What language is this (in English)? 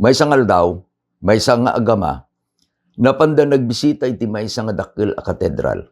Iloko